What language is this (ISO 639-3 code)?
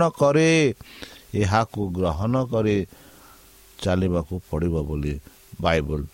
ori